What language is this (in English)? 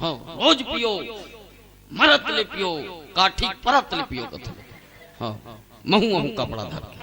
Chhattisgarhi